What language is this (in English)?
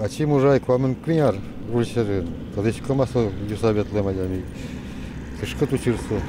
Udmurt